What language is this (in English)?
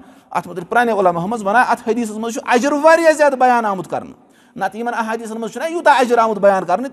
Kashmiri